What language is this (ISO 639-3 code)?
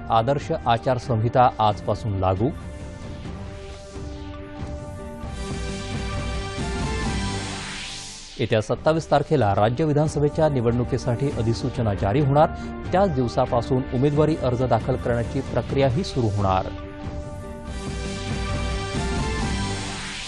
mar